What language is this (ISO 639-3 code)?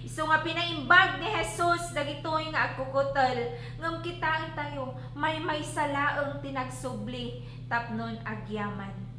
ilo